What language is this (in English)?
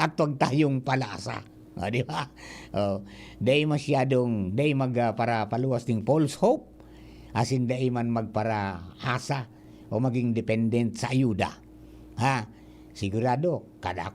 Bikol